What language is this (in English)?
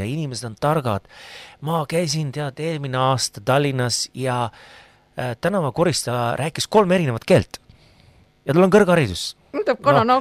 Estonian